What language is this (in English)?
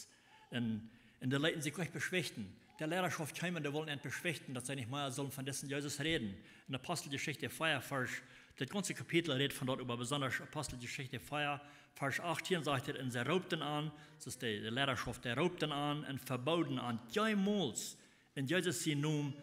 Plautdietsch